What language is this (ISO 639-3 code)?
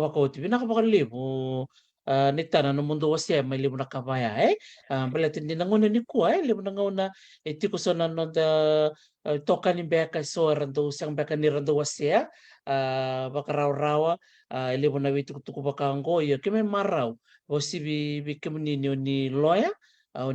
fij